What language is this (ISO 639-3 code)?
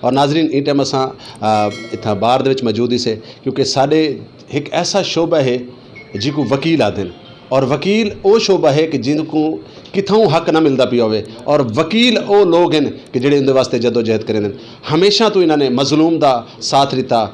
skr